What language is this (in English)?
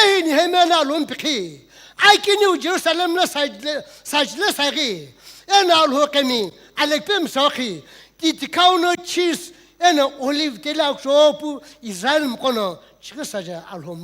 Sumi Naga